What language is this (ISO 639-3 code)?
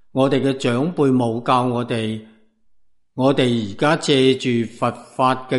yue